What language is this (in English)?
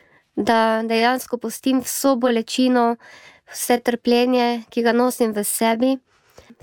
Slovenian